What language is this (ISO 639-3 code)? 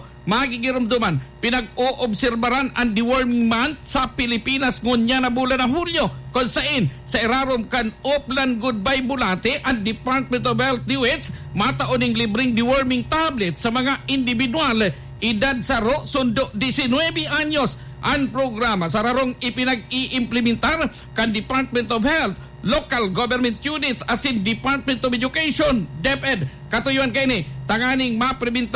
bik